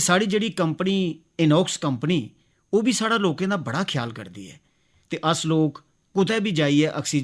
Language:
Dogri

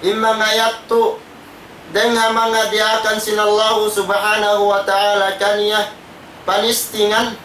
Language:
Tausug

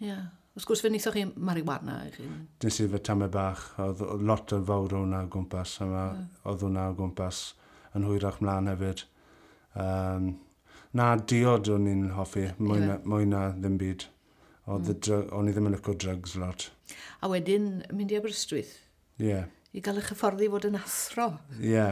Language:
Welsh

